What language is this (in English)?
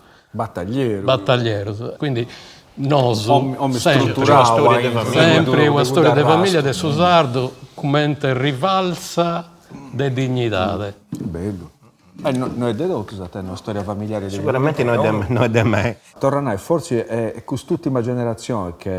Sardinian